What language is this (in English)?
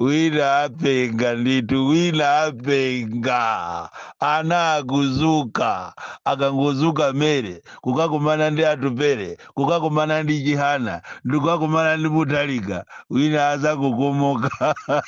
Nyanja